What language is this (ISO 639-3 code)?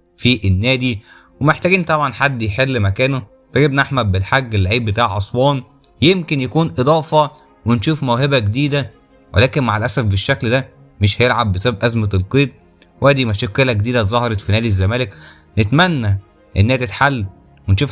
arz